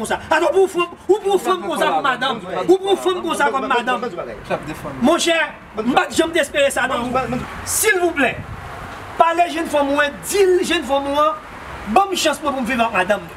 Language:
Haitian Creole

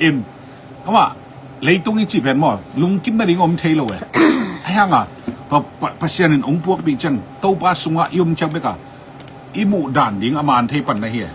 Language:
Tedim Chin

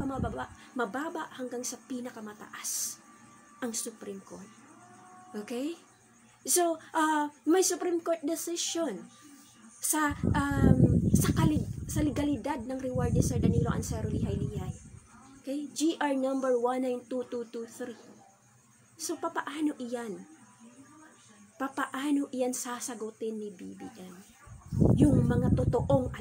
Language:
Filipino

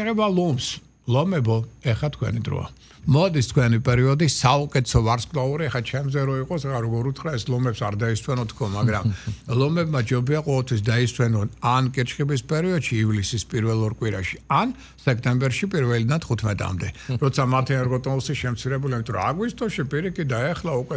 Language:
Georgian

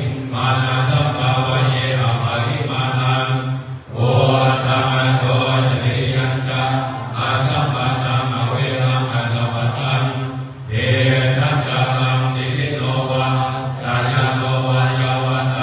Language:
Pali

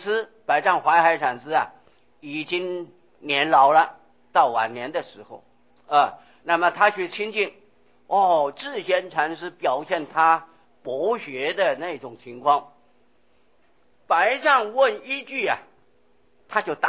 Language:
Chinese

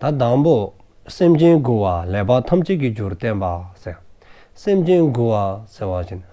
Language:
Dzongkha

